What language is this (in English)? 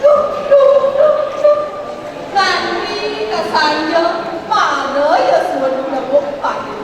Balinese